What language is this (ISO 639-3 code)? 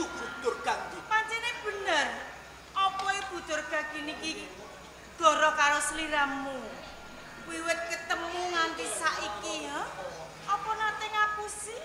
jav